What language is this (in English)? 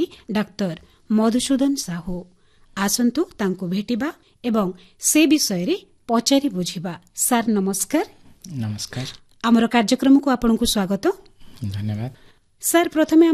Odia